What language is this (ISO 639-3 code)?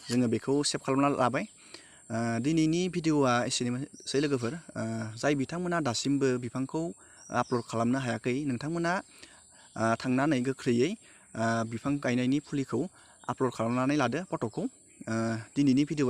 brx